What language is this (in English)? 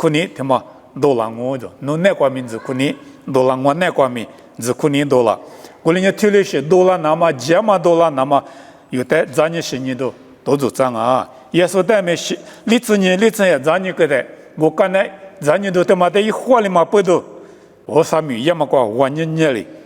Lisu